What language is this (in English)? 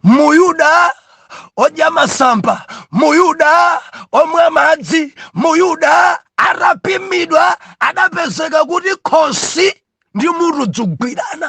Nyanja